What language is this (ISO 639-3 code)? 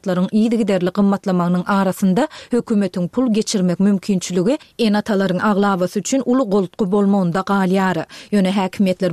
tuk